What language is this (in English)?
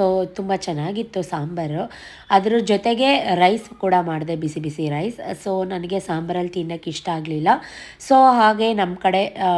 Kannada